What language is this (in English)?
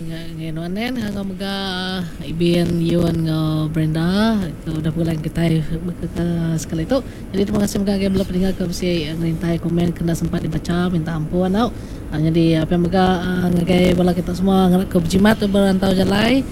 Iban